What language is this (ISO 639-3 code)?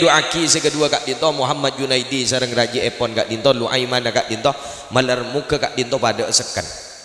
mad